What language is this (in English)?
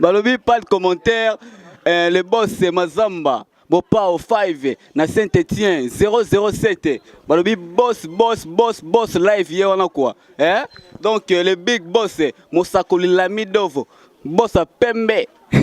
Lingala